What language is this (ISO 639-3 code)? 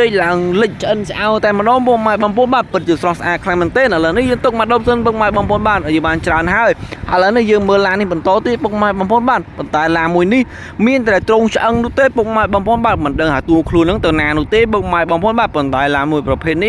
khm